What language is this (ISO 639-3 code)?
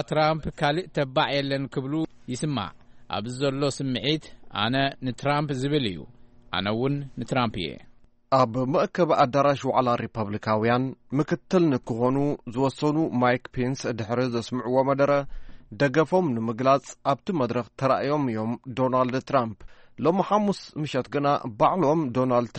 tir